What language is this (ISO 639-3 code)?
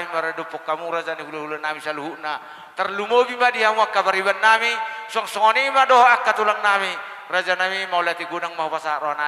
bbc